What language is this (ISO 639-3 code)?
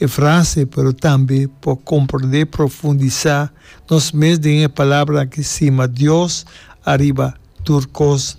pap